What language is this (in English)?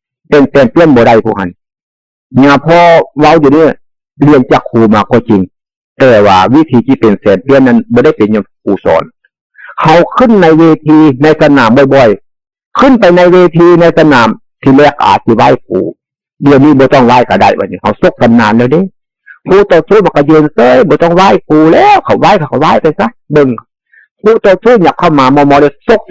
Northeastern Thai